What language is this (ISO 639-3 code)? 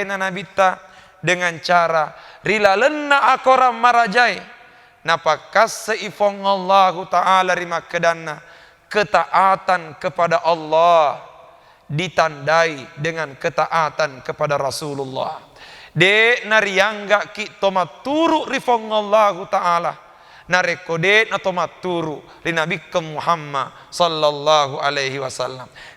bug